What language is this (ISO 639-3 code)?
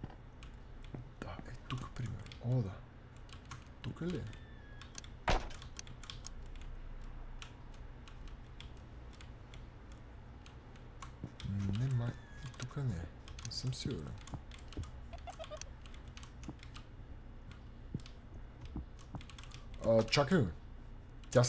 bul